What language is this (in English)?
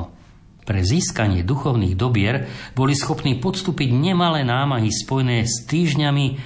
Slovak